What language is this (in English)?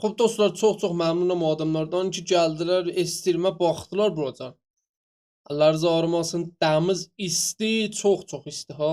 South Azerbaijani